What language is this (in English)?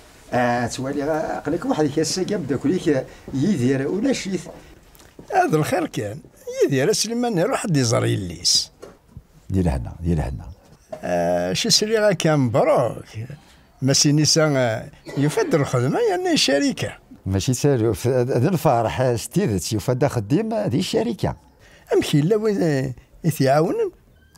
Kabyle